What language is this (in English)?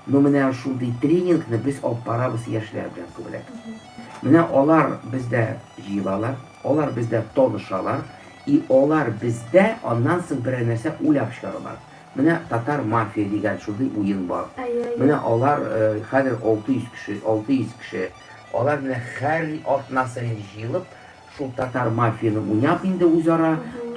Tatar